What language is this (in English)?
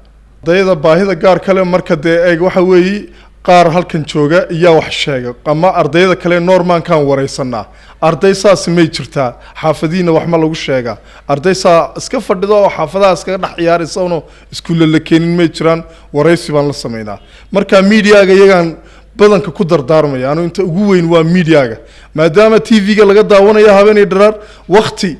Somali